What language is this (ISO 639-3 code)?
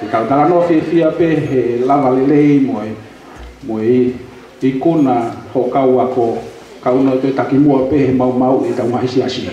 ton